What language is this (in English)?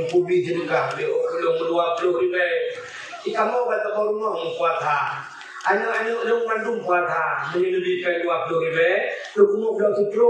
Achinese